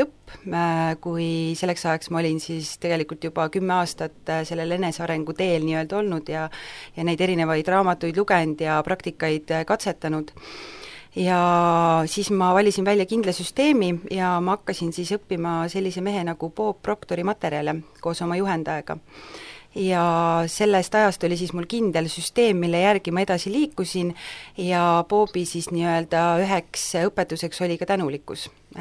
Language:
Estonian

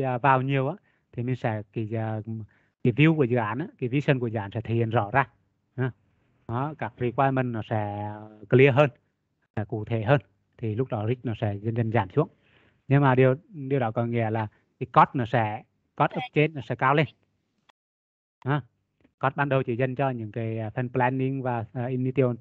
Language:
Vietnamese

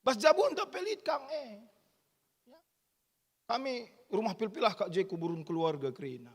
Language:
Batak Karo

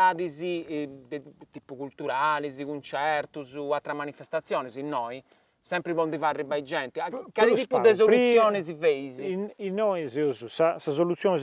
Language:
Sardinian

